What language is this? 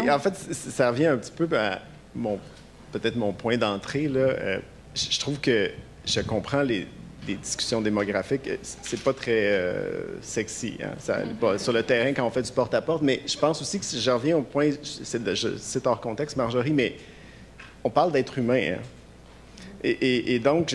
French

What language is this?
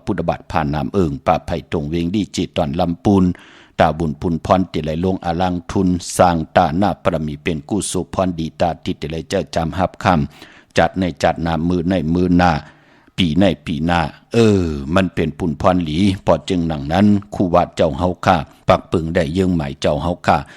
Shan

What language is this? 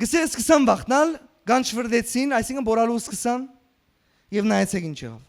Western Armenian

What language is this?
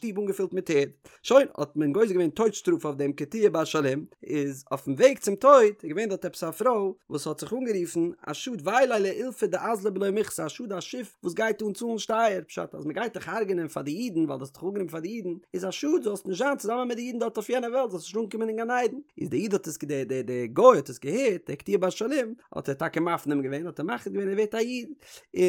Yiddish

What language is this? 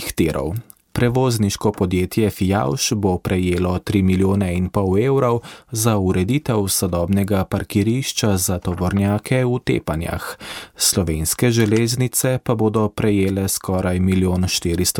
Slovenian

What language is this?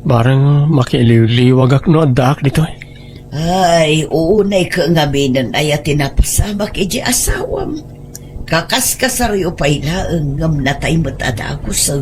Iloko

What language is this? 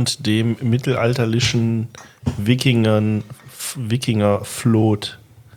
German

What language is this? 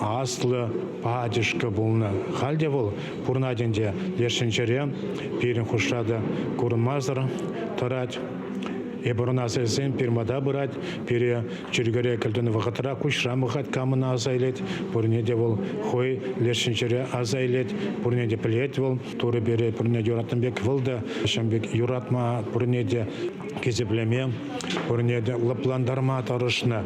Chuvash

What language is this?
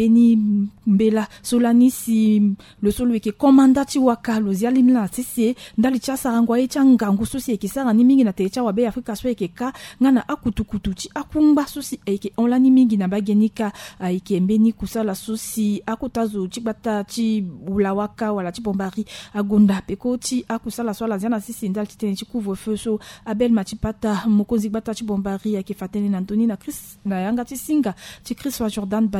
Sango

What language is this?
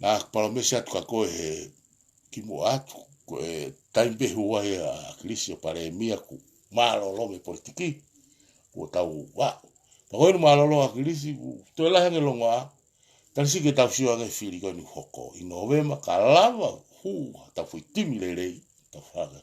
Tongan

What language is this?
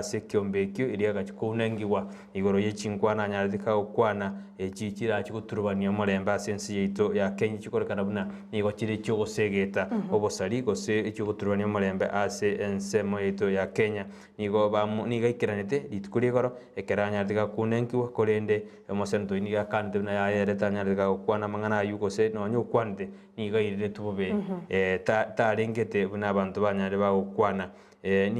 Gusii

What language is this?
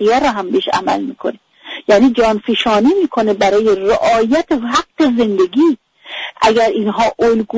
Persian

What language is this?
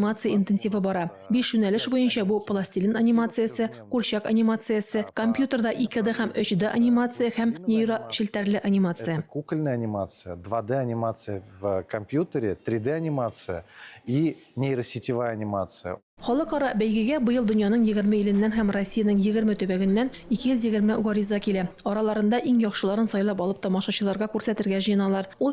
Tatar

